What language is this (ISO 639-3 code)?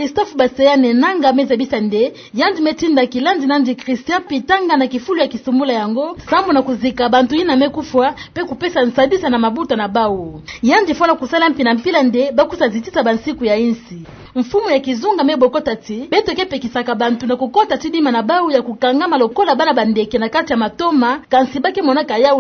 ktu